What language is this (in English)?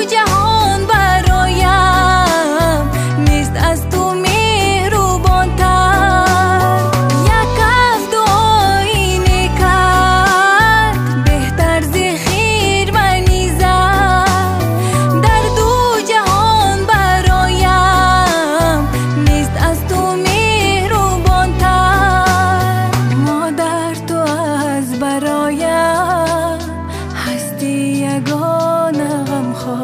Tajik